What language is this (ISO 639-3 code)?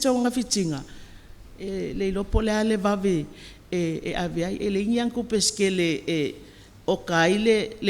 smo